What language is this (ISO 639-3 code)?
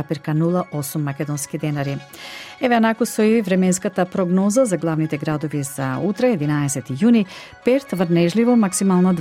mkd